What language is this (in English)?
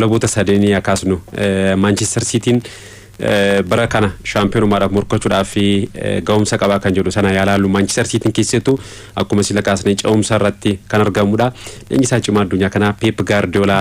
Oromo